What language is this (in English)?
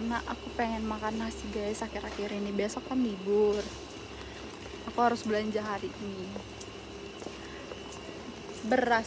Indonesian